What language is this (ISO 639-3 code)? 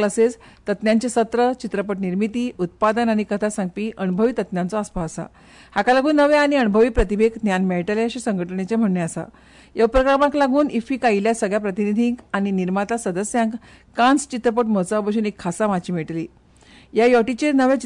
kok